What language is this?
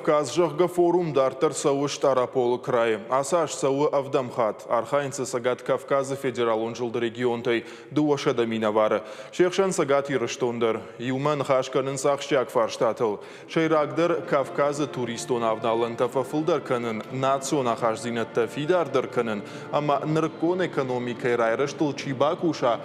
Ossetic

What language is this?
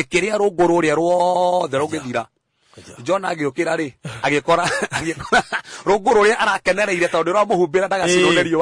Kikuyu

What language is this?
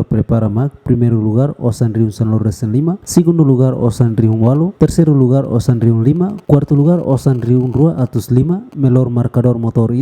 Tetum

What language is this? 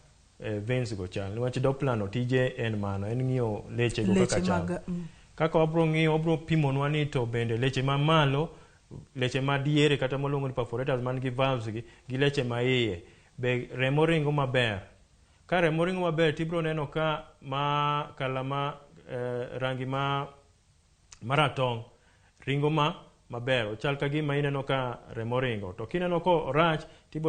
Luo (Kenya and Tanzania)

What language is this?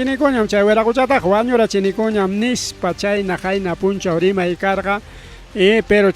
Ayacucho Quechua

